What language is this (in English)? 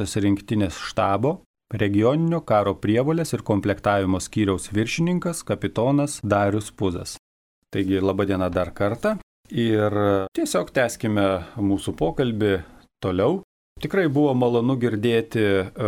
Lithuanian